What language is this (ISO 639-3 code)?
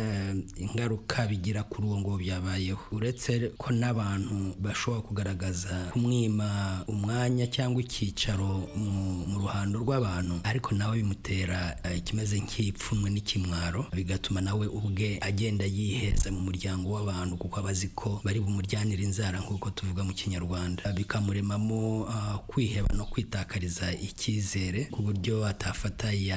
kin